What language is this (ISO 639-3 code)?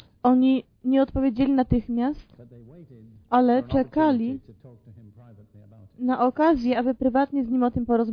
pol